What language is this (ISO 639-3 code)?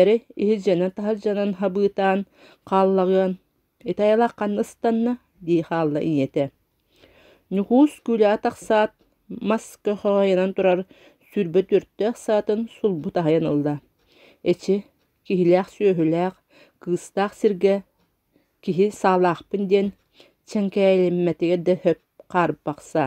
sah